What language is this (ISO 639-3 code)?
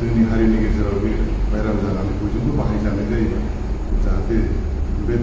brx